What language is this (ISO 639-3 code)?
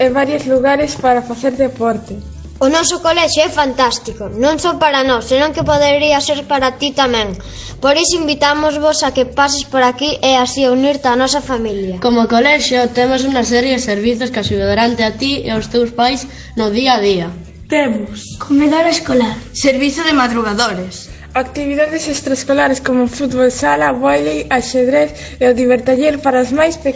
glg